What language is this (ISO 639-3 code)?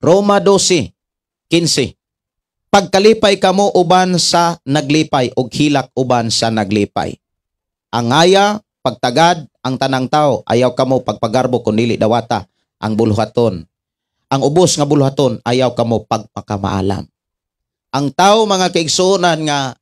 ceb